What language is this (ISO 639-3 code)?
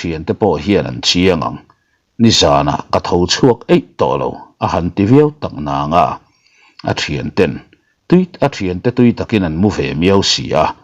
lus